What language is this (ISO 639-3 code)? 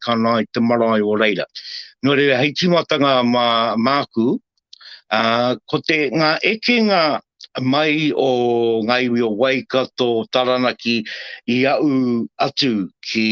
mri